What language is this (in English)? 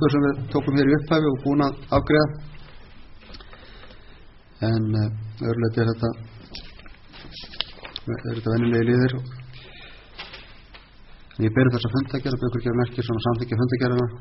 Icelandic